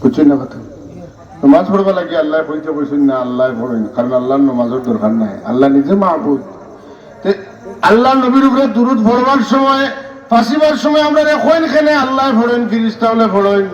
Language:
Sylheti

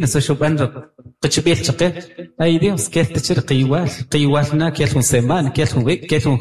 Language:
Kaqchikel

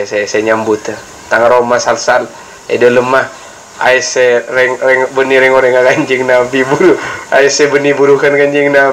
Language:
Madurese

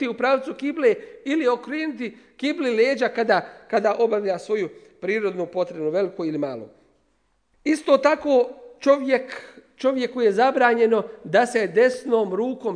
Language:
Bosnian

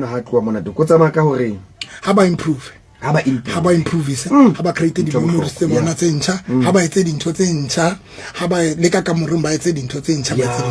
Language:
Southern Sotho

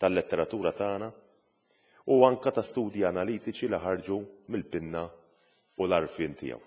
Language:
Maltese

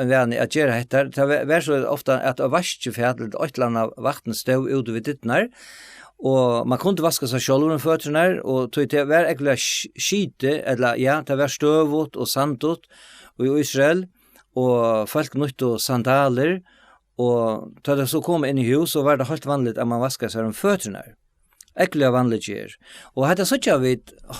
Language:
Faroese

